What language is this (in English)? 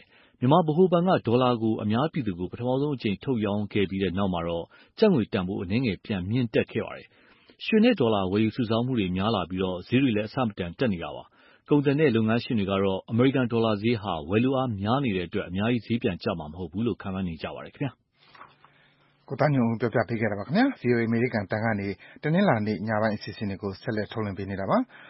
Burmese